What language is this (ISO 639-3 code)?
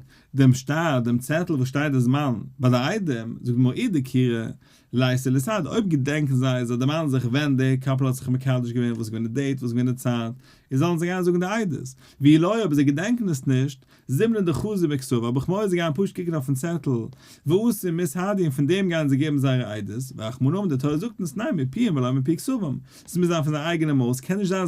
yid